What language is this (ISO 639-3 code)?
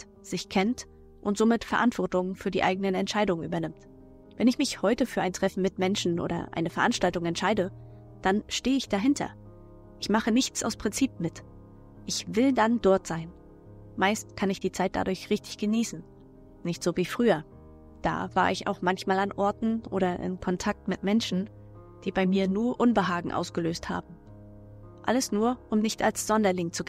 deu